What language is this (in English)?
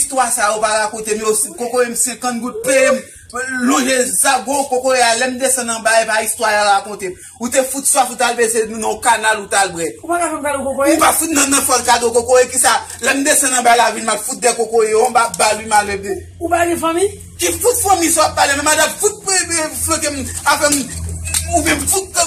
Haitian Creole